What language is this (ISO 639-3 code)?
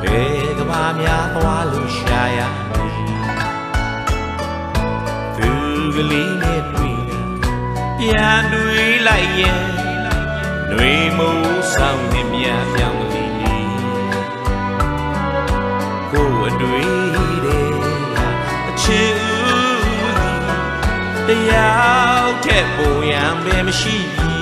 mya